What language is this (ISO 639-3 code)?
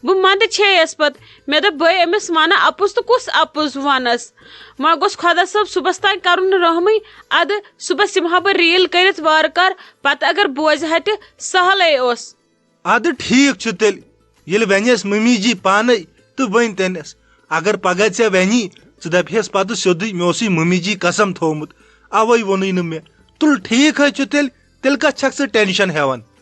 kas